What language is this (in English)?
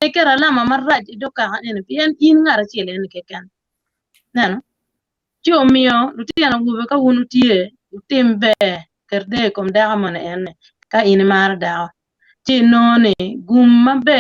Acoli